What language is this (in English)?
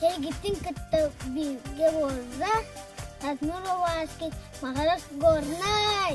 Yakut